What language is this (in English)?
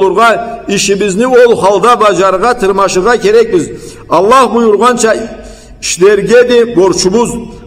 Karachay-Balkar